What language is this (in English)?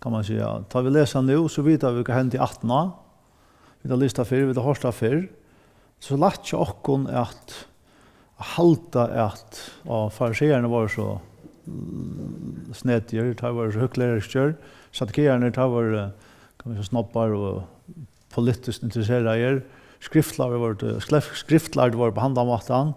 Faroese